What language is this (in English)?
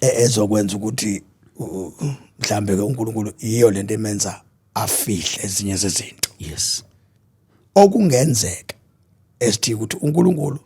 Zulu